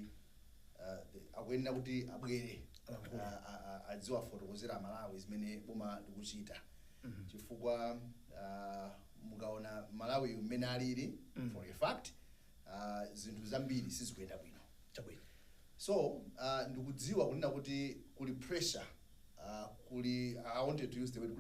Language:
Nyanja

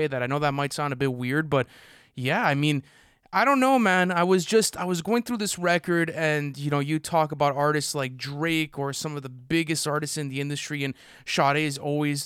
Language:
English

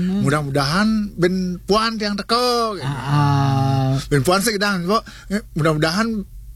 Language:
Balinese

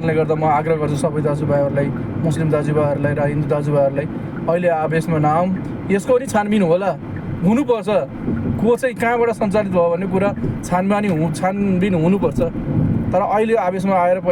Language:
Nepali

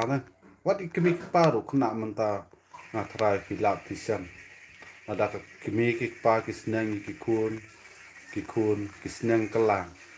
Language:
Khasi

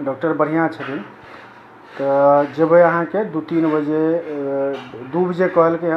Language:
Maithili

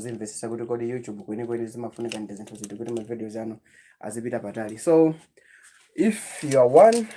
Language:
Nyanja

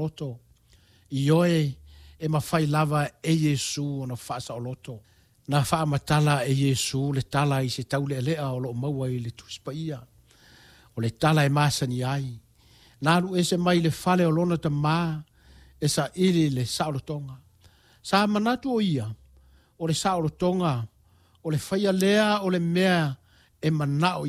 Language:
Samoan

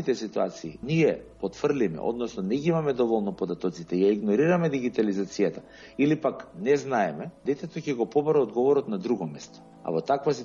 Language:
Macedonian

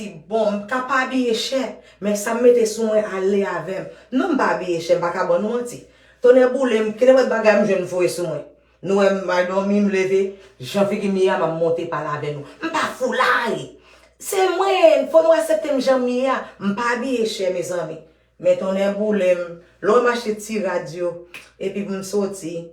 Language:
Haitian Creole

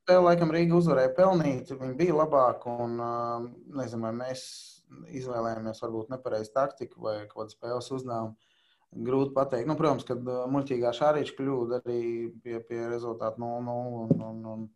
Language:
Latvian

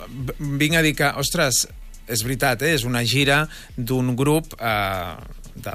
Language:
Catalan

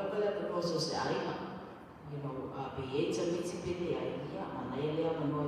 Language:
Samoan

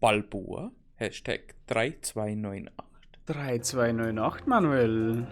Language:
Bavarian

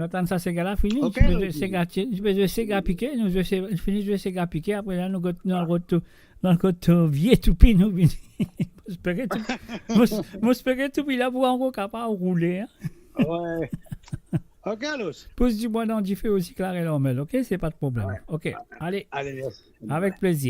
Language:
Morisyen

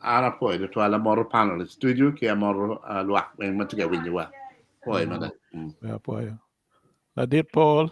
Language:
Acoli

